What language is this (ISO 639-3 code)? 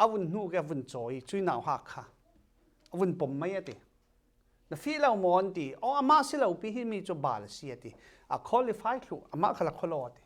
cfm